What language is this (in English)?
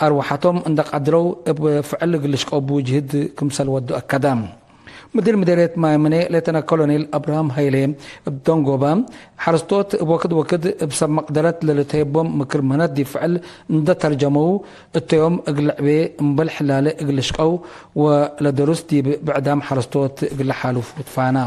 Tigre